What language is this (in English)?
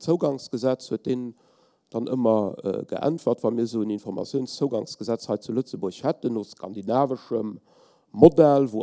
Luxembourgish